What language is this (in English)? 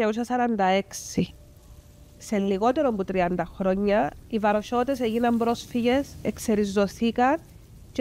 Greek